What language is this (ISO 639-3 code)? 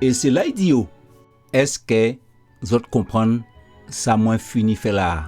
gcf